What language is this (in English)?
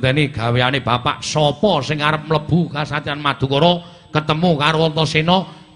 Javanese